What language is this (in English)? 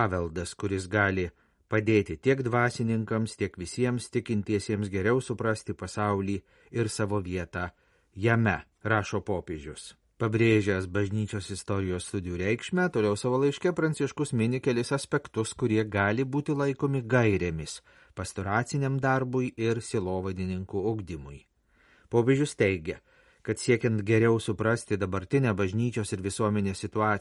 Lithuanian